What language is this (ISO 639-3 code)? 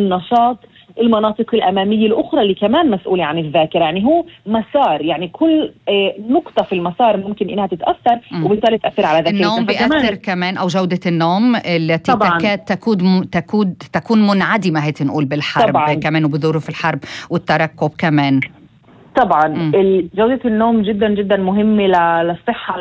apc